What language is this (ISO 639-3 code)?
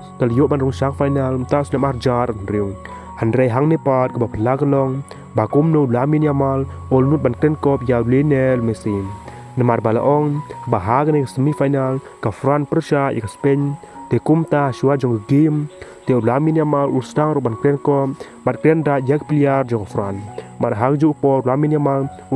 kha